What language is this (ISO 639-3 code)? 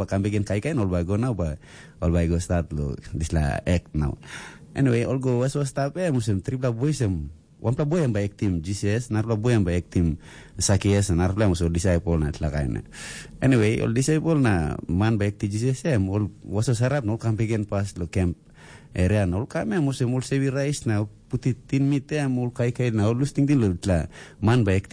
tpi